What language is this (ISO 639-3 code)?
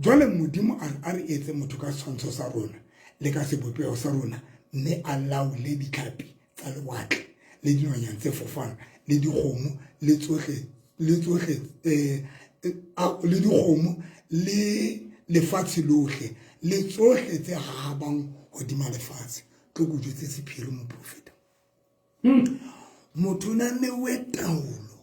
sot